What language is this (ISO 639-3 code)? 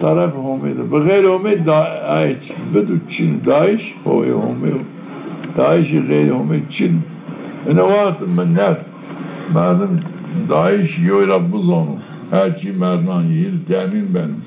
zza